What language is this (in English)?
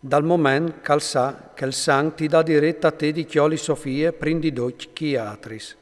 Friulian